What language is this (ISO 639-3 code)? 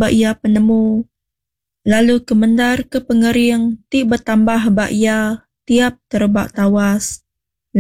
iba